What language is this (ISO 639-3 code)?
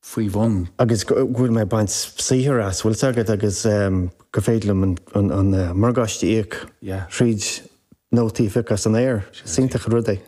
gle